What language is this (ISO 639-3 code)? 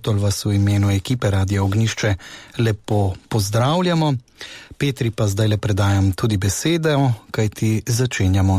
slv